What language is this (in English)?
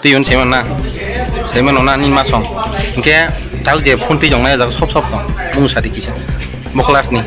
Kok Borok